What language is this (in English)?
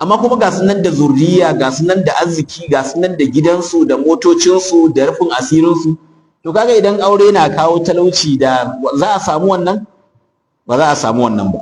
Hausa